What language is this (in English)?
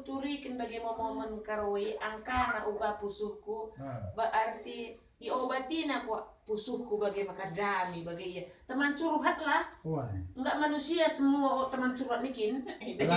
Batak Karo